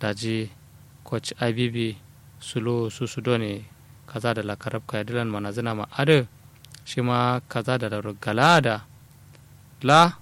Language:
Kanuri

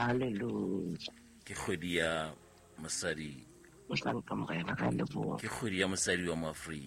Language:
Southern Sotho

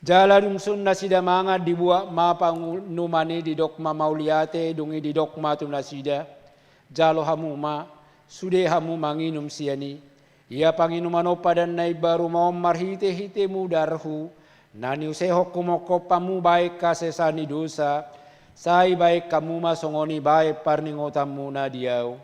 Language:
Batak Toba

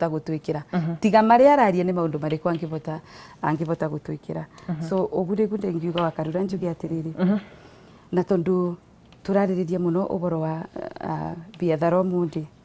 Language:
Kikuyu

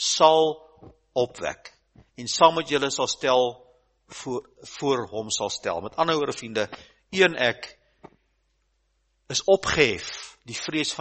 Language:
Afrikaans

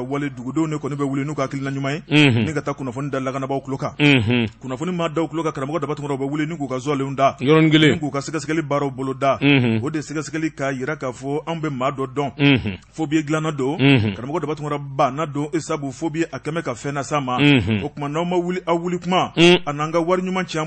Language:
Bambara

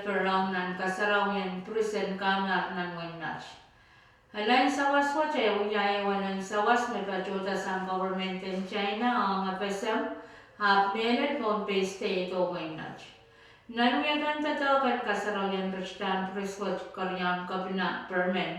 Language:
Pohnpeian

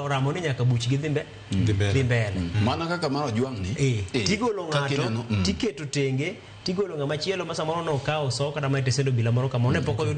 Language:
Luo (Kenya and Tanzania)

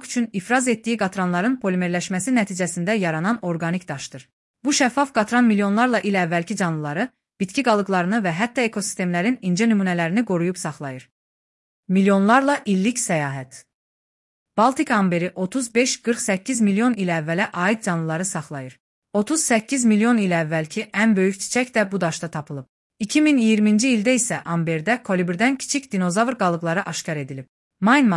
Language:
Azerbaijani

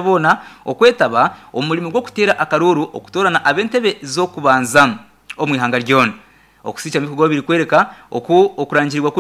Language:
Nyankole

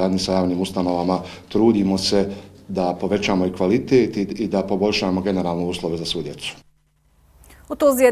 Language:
Bosnian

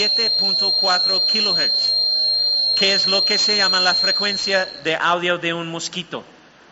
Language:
Spanish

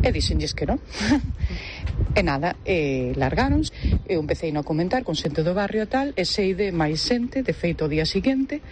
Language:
Galician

